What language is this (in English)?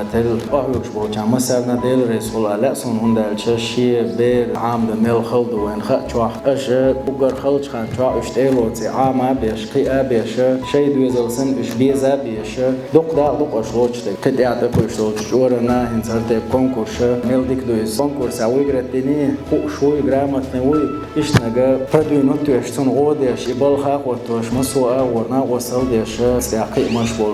Chechen